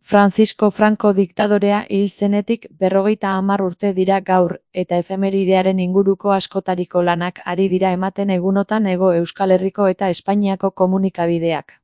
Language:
Basque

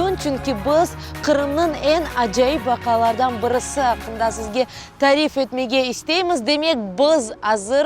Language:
Crimean Tatar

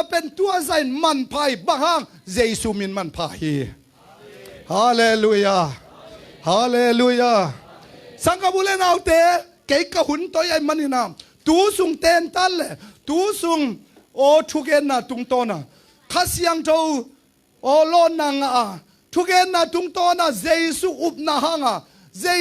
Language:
Tedim Chin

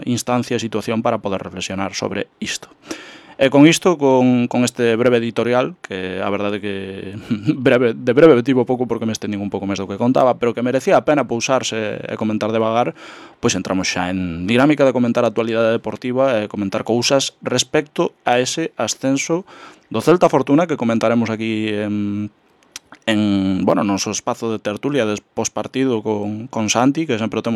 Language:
Galician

